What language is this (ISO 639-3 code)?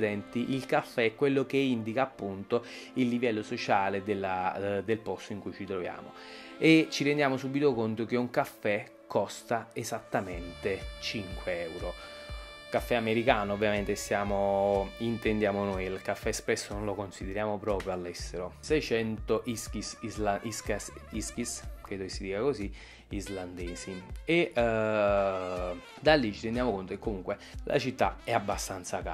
ita